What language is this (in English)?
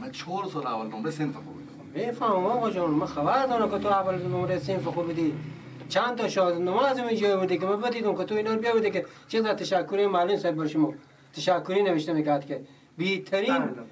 Persian